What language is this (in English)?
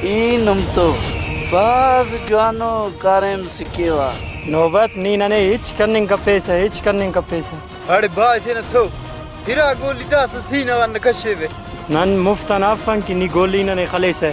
Brahui